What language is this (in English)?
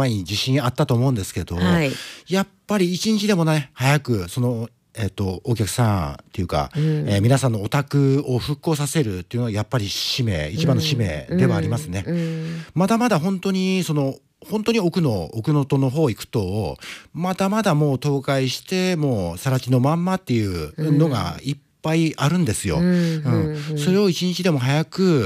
Japanese